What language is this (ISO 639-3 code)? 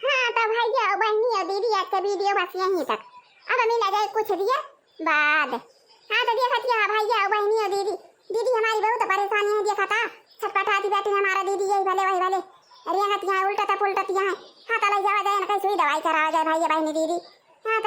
awa